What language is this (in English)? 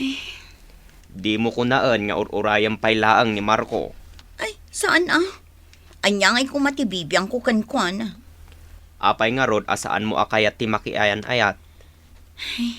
Iloko